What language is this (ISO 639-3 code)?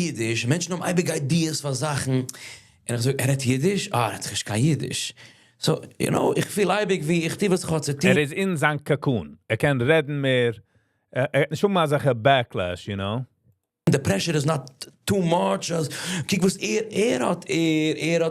yid